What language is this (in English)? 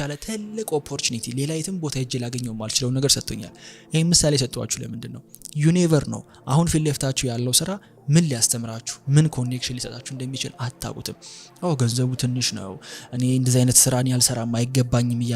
Amharic